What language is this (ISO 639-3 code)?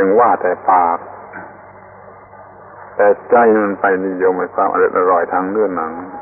tha